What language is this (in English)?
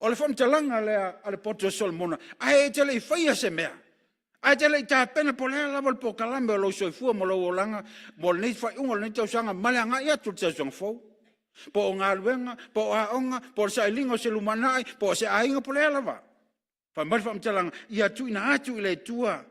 Samoan